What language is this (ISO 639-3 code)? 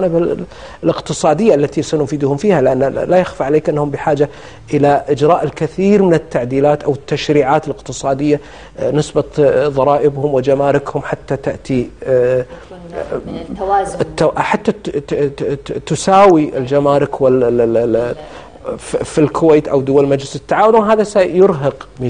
ara